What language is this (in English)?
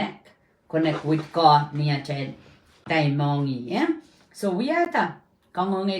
Pohnpeian